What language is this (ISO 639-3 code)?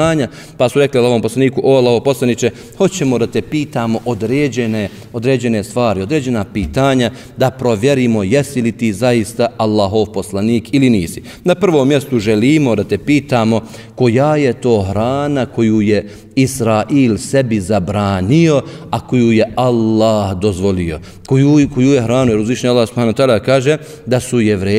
bos